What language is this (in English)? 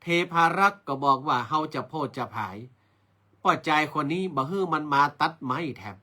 Northern Thai